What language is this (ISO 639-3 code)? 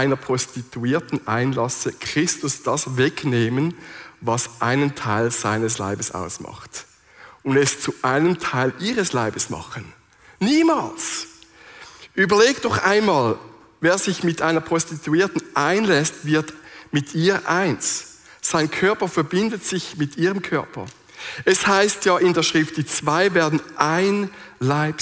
gsw